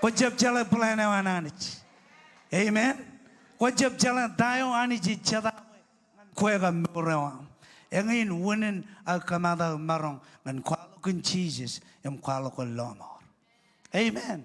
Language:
Marshallese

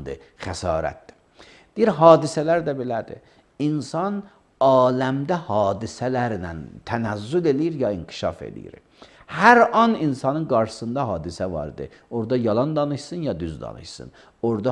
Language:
Azerbaijani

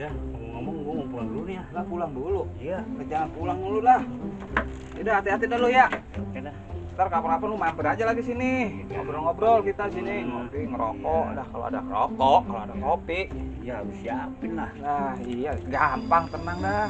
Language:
Betawi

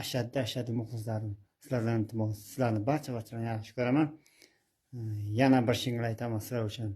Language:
Uzbek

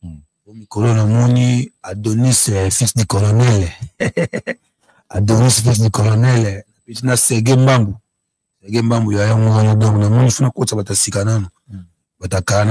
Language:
Lingala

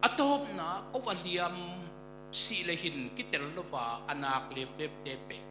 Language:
Tedim Chin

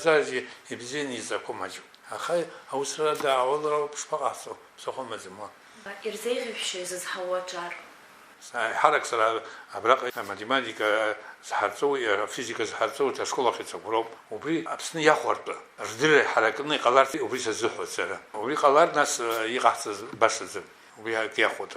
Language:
Abkhazian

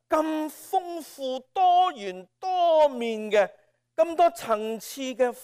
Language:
Cantonese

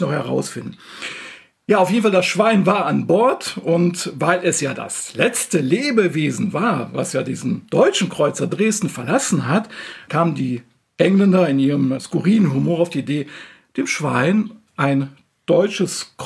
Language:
German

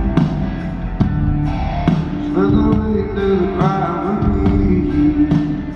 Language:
English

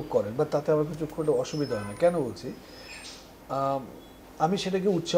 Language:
Bangla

